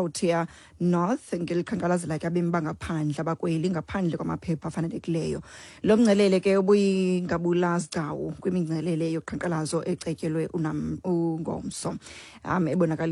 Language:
Xhosa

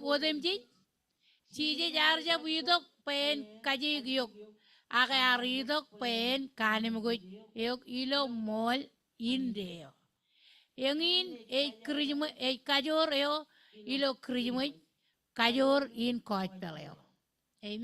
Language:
Marshallese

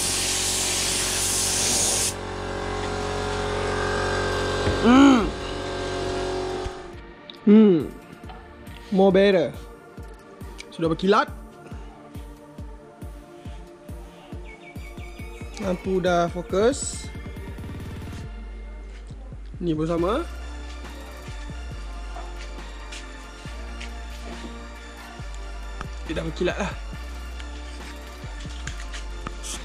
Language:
Malay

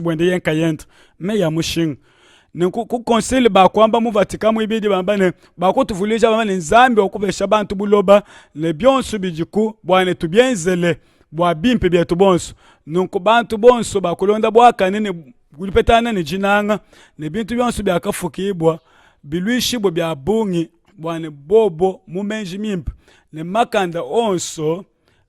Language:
Luba-Lulua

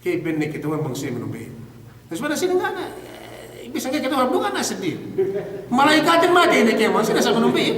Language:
Yakan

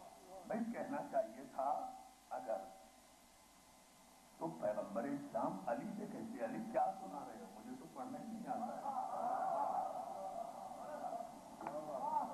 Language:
Urdu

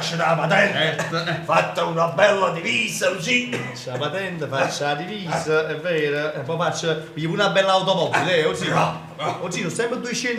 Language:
Neapolitan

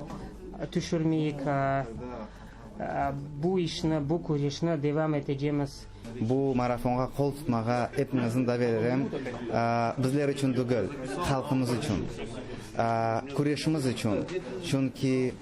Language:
Crimean Tatar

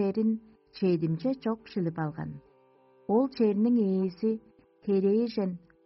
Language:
Tuvinian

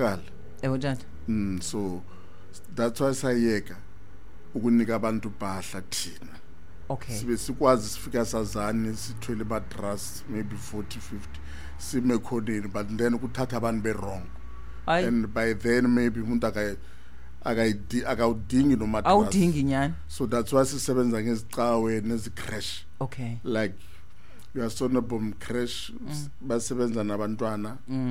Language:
Xhosa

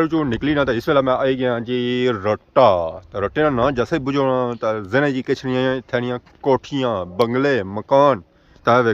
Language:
Pahari-Potwari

